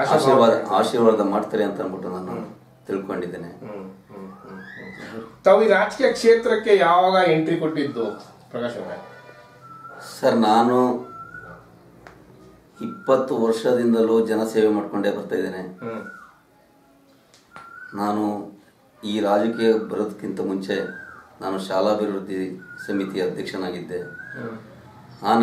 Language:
Kannada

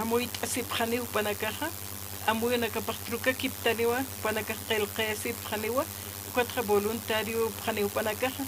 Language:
Aymara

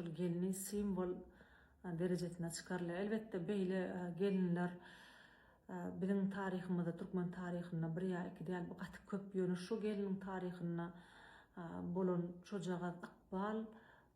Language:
Turkmen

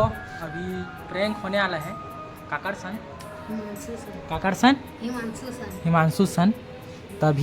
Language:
Chhattisgarhi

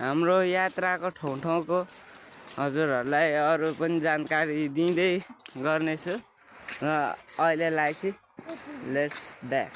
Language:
Nepali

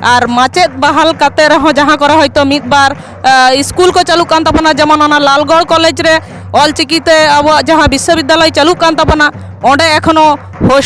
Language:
Santali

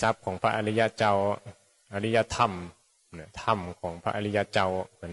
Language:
Northeastern Thai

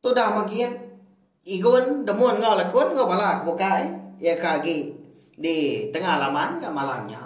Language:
Iban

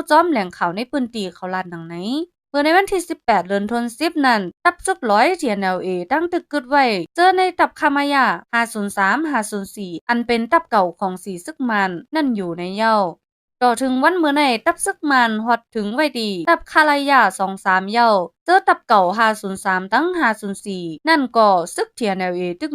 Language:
Shan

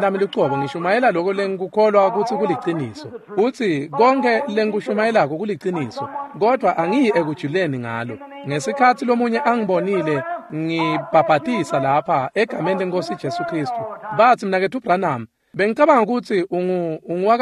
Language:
Swati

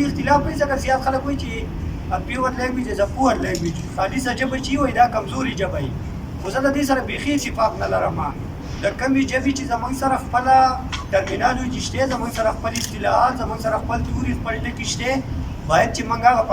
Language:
Pashto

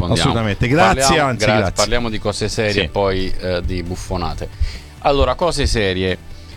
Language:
Italian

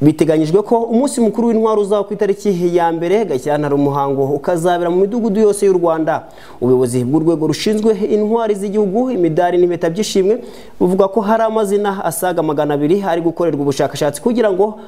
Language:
Kinyarwanda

